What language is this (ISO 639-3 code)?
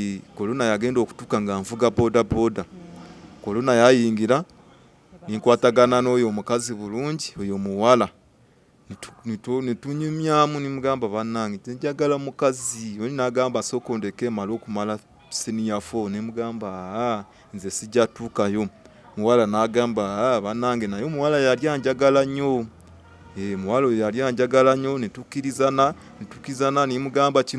lug